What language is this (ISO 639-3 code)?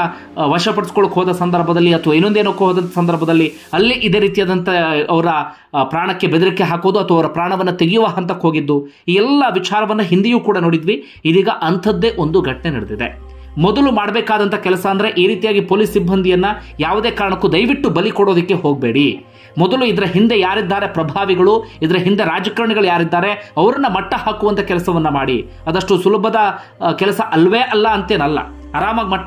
kan